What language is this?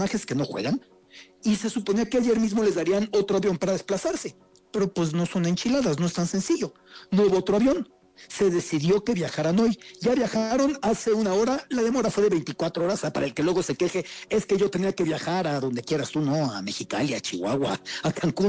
Spanish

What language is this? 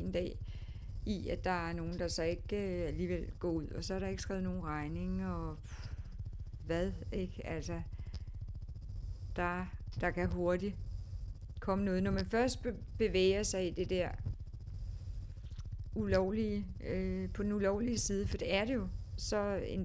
Danish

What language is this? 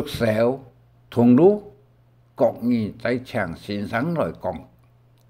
Hakka Chinese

